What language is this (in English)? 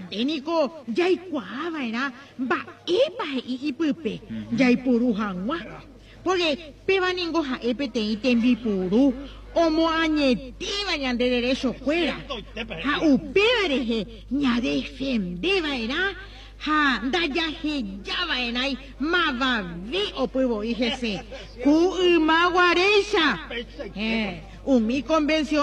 Guarani